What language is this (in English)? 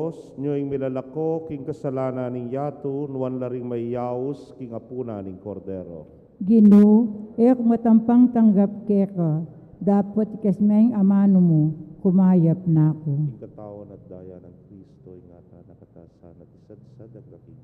Pampanga